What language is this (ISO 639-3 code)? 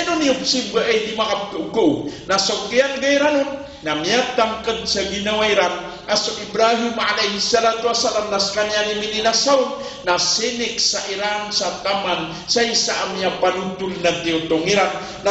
mrw